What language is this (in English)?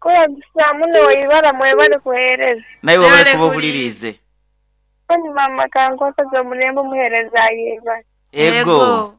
Nyoro